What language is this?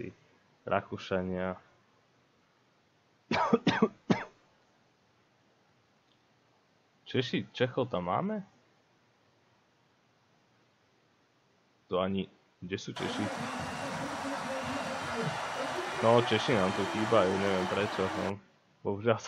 Slovak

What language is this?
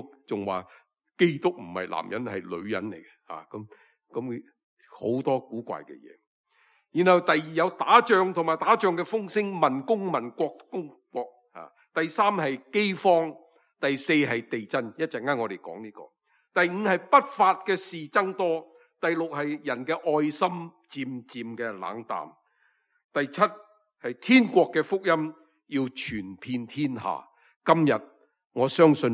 Cantonese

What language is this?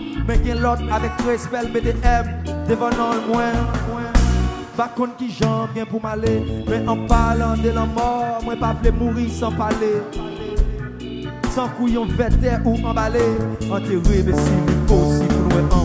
French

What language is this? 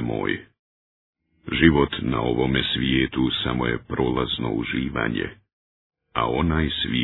Bosnian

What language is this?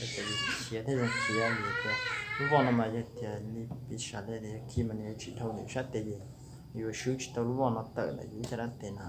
Hmong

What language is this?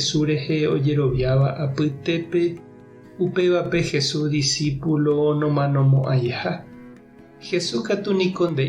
Guarani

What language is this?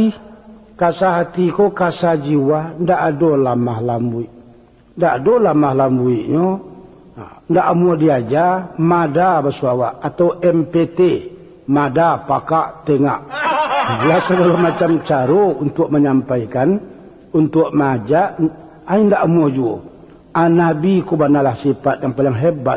Minangkabau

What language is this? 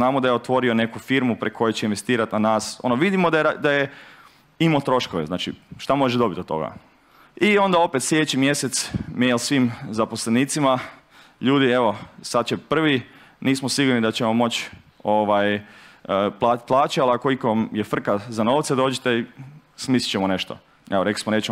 Croatian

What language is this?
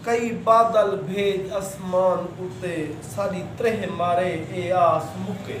Saraiki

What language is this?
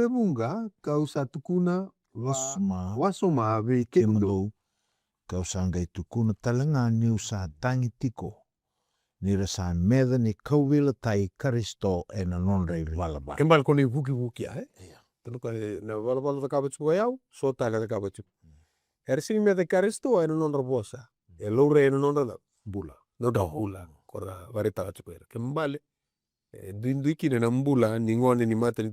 Fijian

